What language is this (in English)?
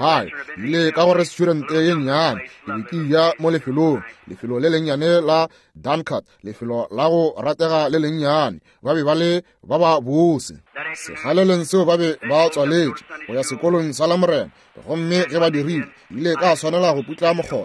Northern Sotho